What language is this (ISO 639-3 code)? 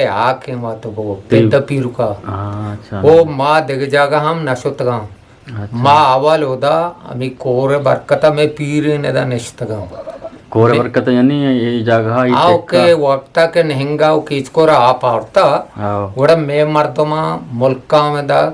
bgp